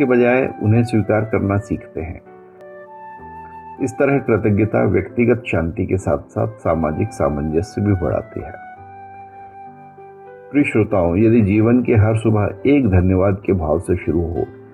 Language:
Hindi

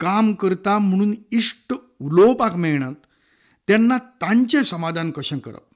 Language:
Konkani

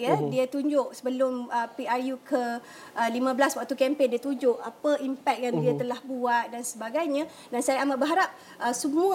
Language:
Malay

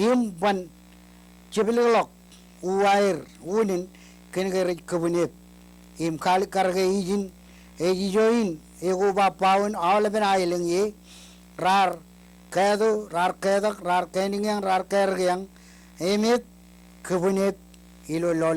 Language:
Marshallese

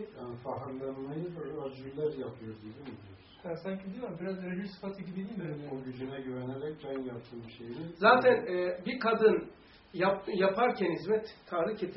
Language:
Turkish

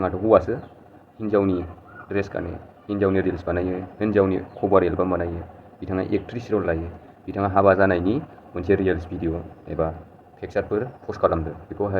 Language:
Bodo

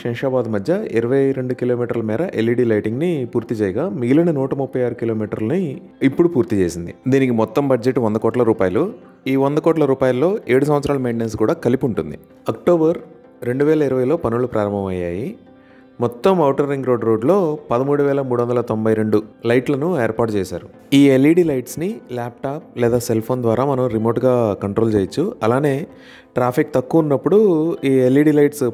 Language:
Telugu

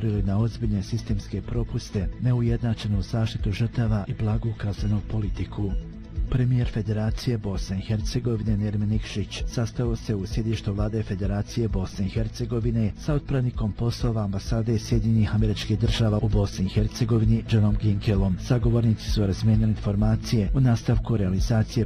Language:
Bosnian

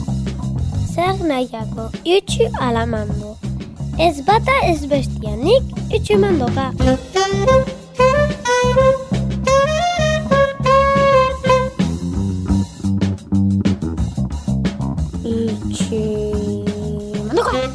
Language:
Basque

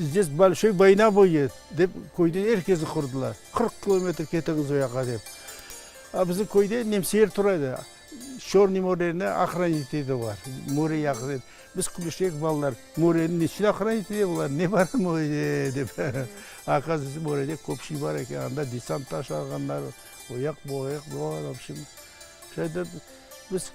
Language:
Crimean Tatar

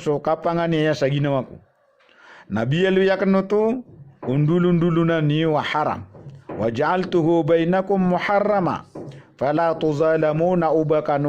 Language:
Maranao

